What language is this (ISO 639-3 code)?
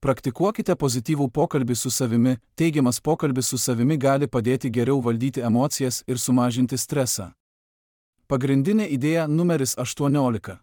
lit